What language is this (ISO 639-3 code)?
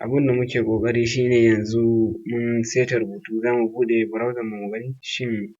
hau